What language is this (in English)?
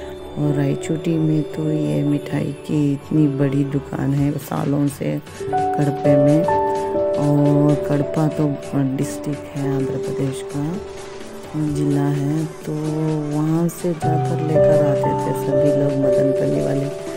Hindi